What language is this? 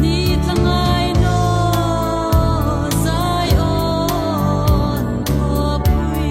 Hmar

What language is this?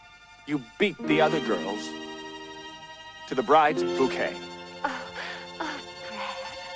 English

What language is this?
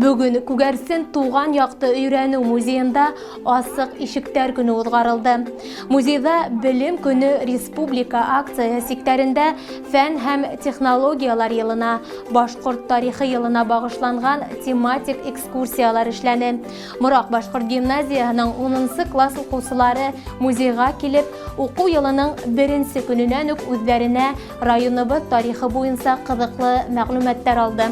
Bashkir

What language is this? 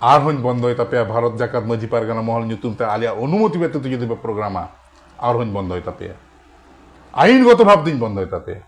Santali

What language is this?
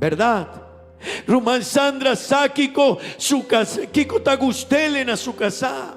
Papiamento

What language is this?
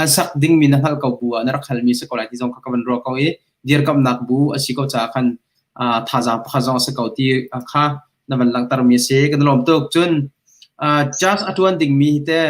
Hakha Chin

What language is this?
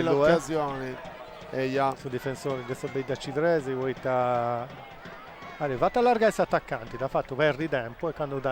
Sardinian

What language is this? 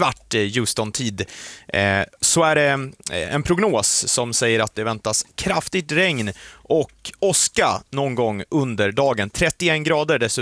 Swedish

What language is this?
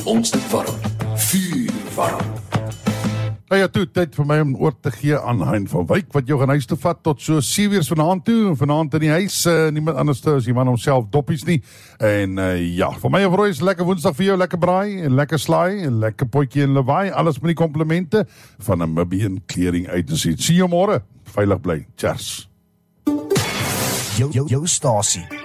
Afrikaans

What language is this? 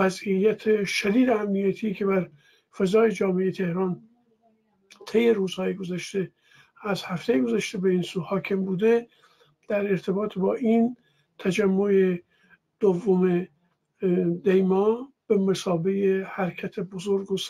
Persian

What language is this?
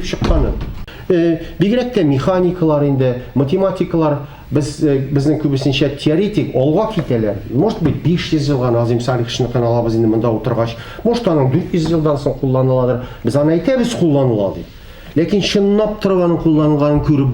Tatar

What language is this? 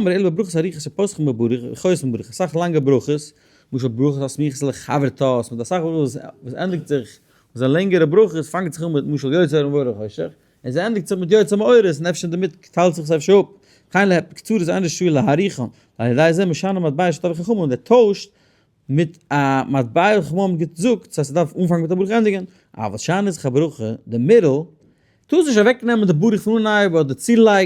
Yiddish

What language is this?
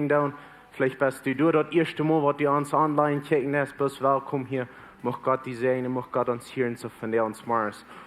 Plautdietsch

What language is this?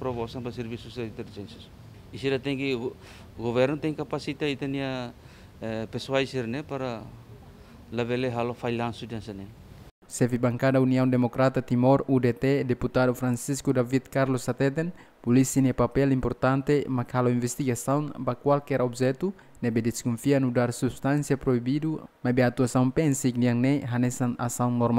Tetum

